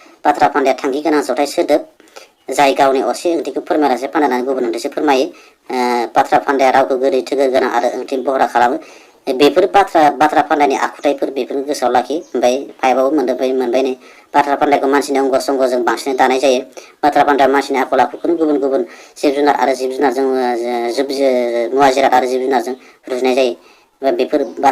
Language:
Bodo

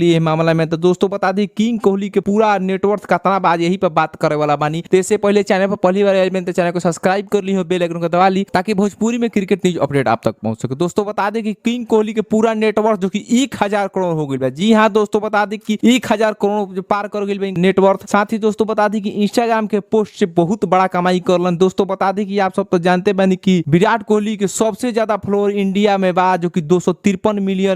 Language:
Bhojpuri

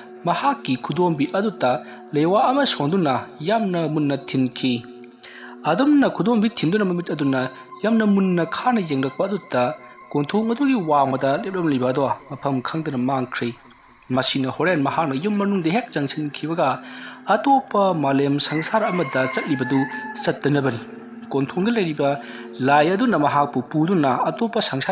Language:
Manipuri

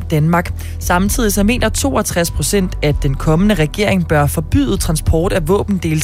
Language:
Danish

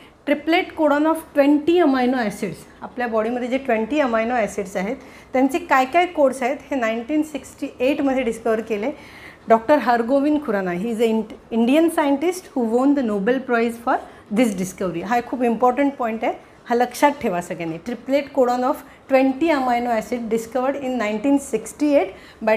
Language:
Marathi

